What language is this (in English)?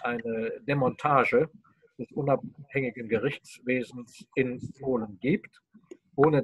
German